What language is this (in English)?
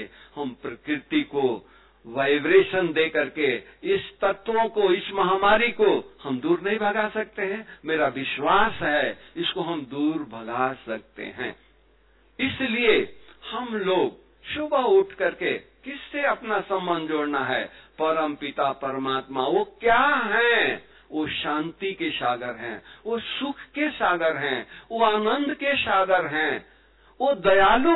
Hindi